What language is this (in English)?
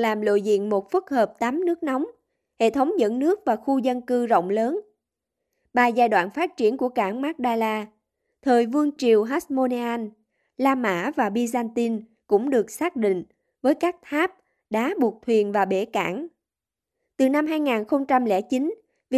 Vietnamese